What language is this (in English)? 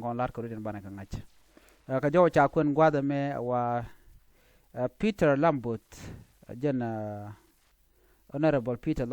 Nuer